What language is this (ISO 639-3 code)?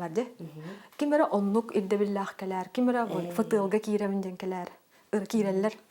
sah